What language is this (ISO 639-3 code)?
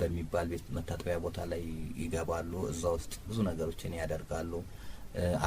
amh